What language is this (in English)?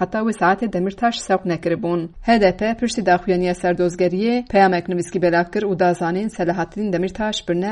Kurdish